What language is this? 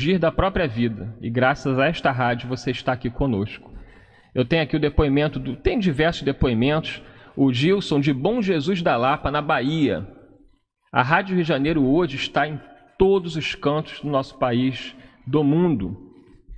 Portuguese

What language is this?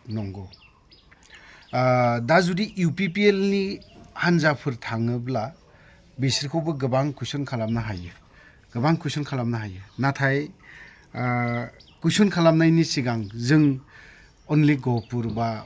Bodo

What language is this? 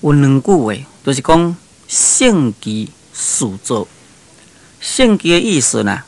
Min Nan Chinese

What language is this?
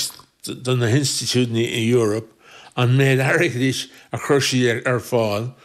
Irish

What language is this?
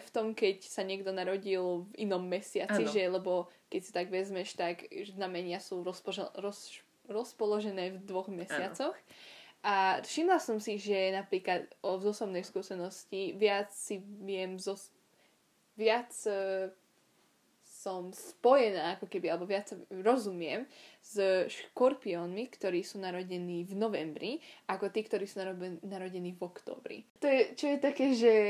Slovak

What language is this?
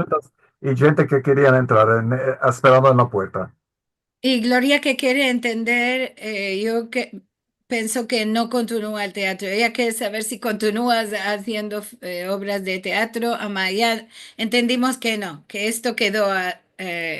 Ladino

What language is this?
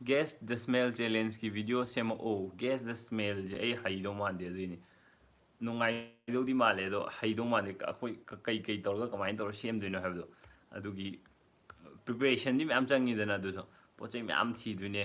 Manipuri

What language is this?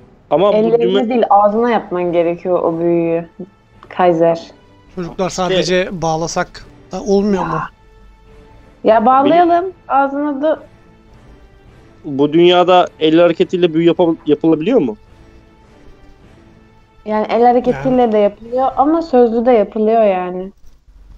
Turkish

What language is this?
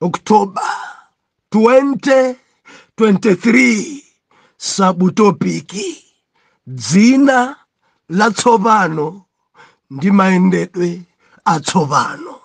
Nyanja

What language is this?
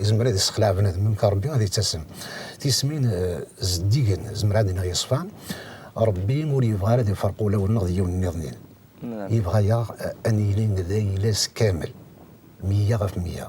Kabyle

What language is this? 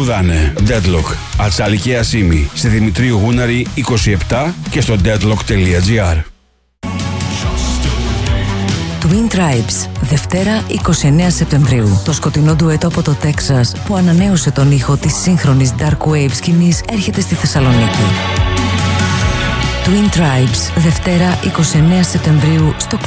Greek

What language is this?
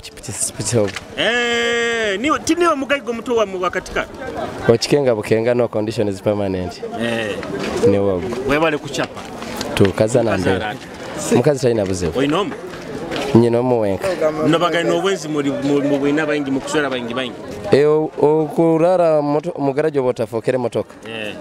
Nyoro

